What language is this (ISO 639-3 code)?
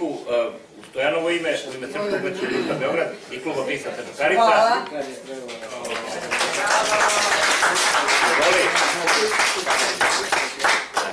srp